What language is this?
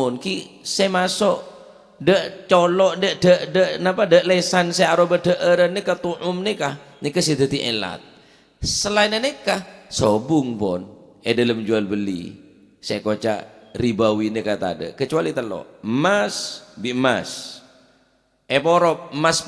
Madurese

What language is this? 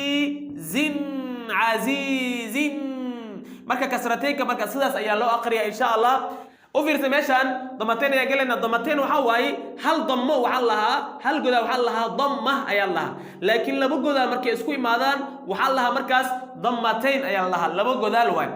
Somali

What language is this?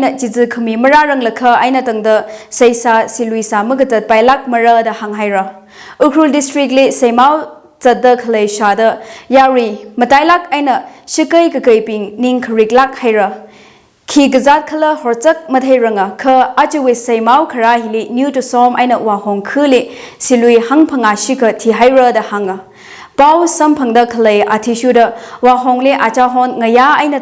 Tangkhul Naga (India)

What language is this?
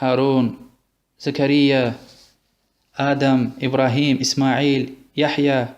Lezghian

